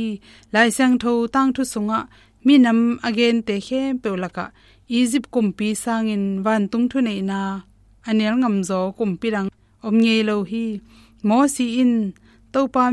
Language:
Tedim Chin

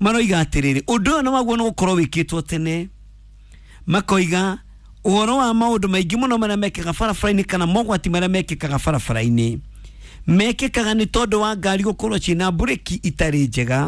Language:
Kikuyu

